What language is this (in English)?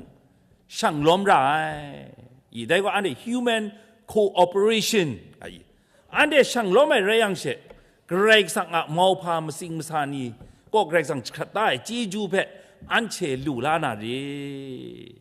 Kachin